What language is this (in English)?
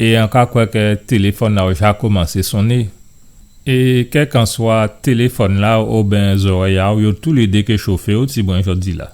Guadeloupean Creole French